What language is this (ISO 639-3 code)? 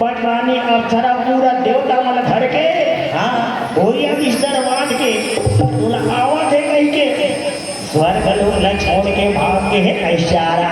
hne